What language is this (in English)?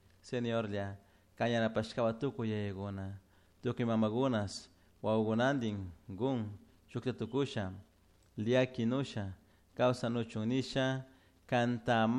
Chimborazo Highland Quichua